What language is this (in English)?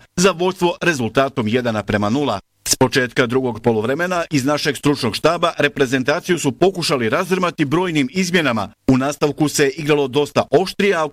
Bosnian